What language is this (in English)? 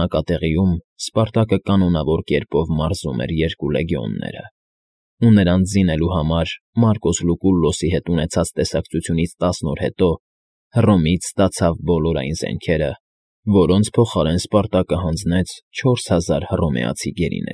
Armenian